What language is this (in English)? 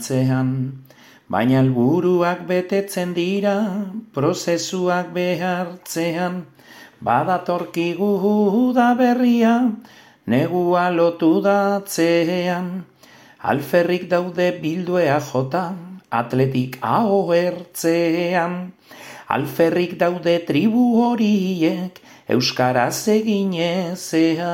Basque